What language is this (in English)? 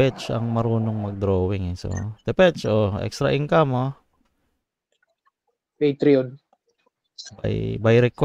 Filipino